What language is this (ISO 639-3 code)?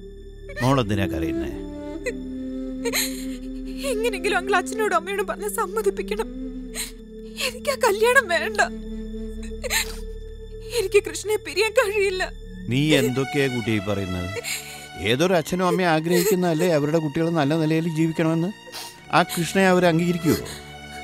mal